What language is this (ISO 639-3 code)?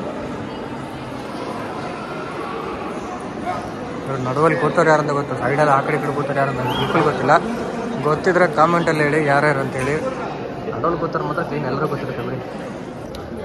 kan